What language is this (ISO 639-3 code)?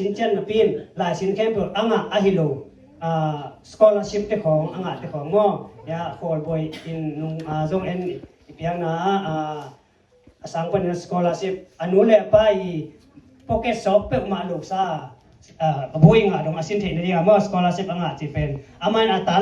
ctd